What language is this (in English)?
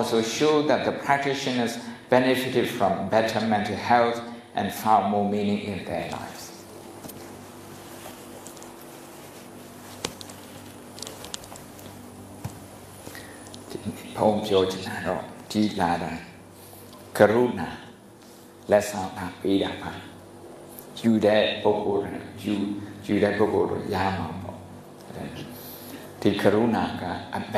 Burmese